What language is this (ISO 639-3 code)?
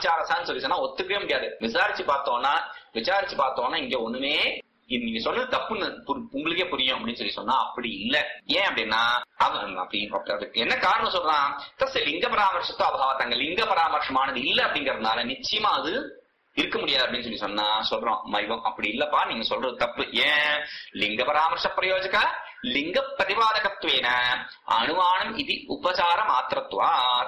tam